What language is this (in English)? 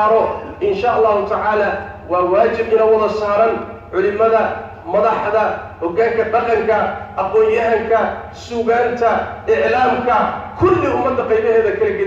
Somali